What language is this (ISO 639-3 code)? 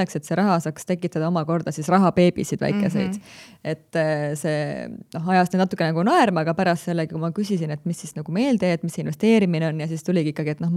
est